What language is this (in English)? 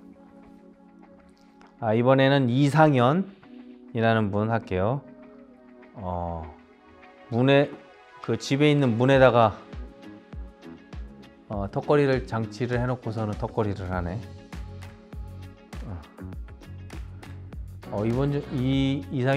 Korean